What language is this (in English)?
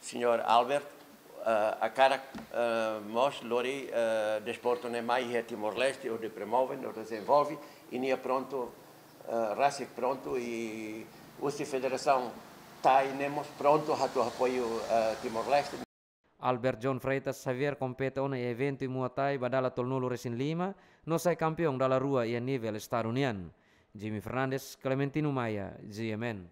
Tetum